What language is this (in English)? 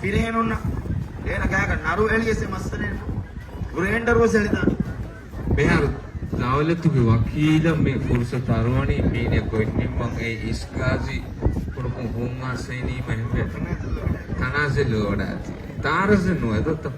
Divehi